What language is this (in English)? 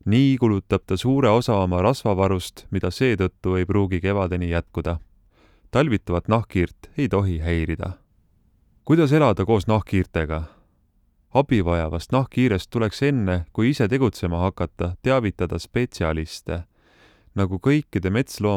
Estonian